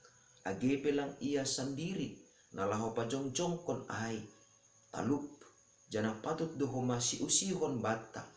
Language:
Batak Simalungun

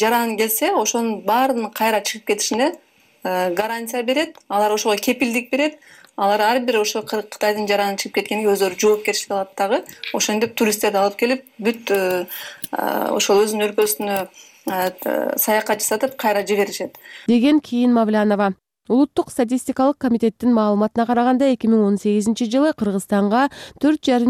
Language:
Kyrgyz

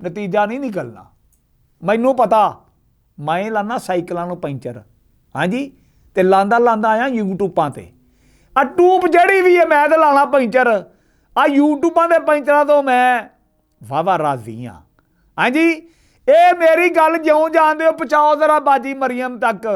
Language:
Western Panjabi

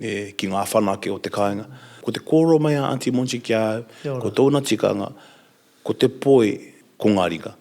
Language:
Māori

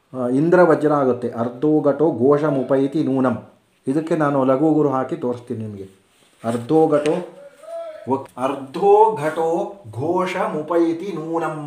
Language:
Kannada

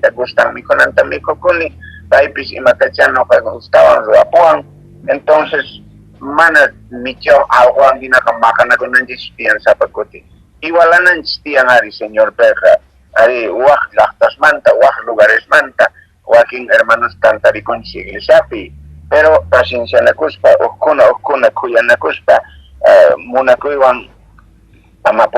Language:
Quechua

